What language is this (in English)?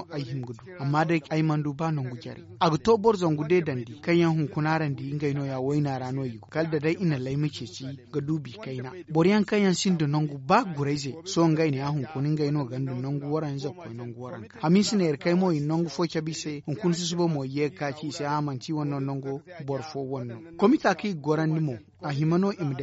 Zarma